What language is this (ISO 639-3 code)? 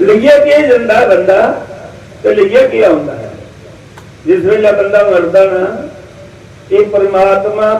doi